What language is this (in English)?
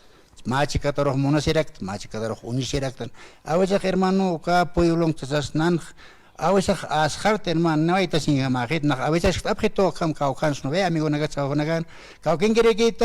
Aymara